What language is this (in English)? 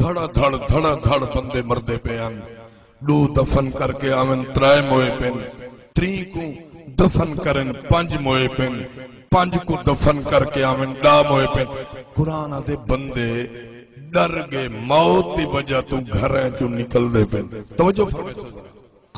Saraiki